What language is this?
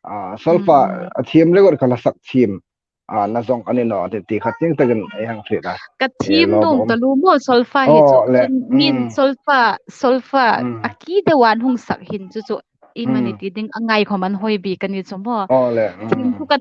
Hmar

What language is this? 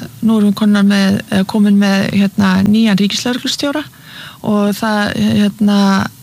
Icelandic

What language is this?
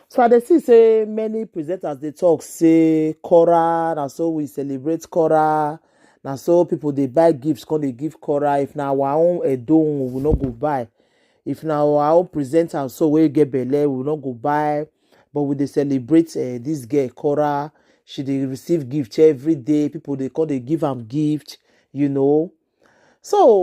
Nigerian Pidgin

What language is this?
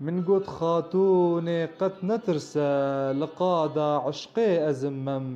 Kurdish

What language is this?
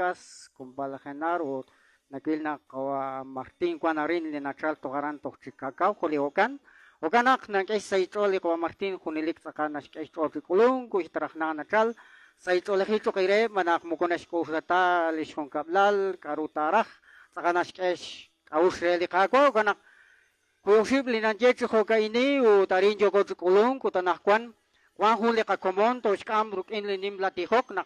Kekchí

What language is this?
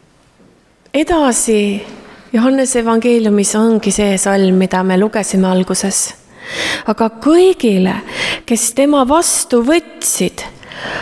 Estonian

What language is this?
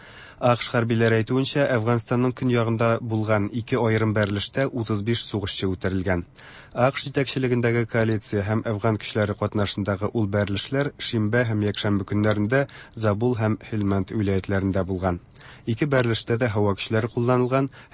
Tatar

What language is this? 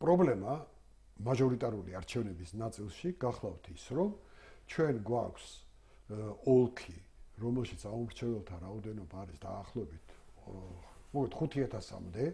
Georgian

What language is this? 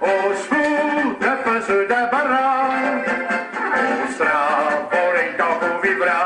Picard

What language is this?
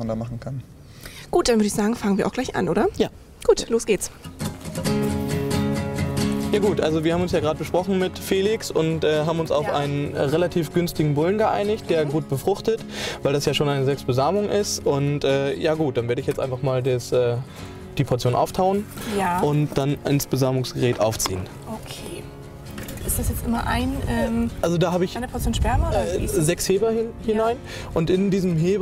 German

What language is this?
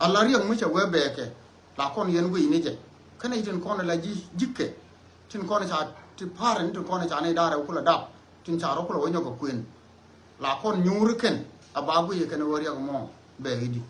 Nuer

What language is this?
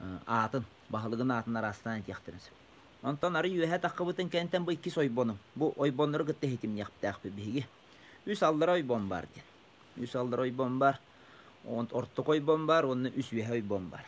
Yakut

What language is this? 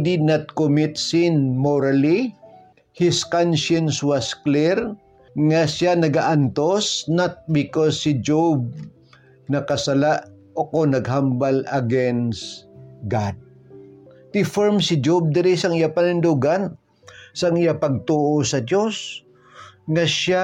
Hiligaynon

